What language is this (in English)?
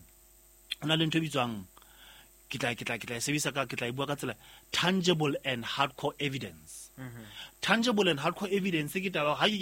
Southern Sotho